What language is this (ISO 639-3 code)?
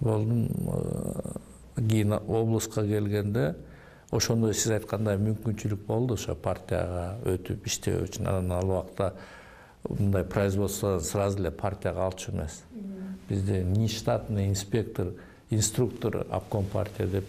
kir